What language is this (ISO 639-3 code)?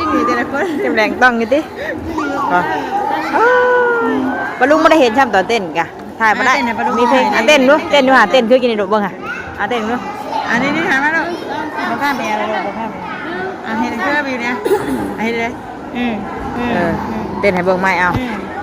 tts